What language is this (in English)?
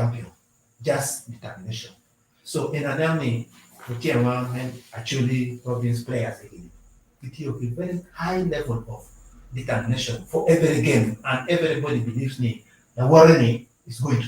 Acoli